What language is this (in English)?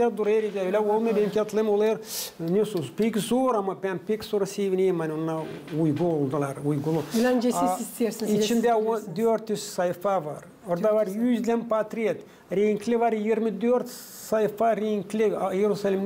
Gagauz